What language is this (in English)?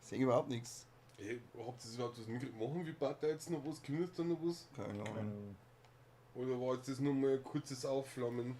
Bavarian